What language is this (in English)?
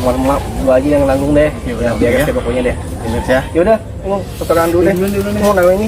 Betawi